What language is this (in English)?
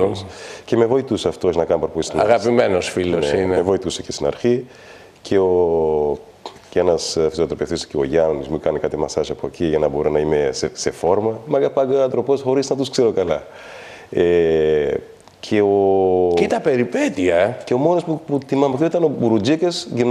Greek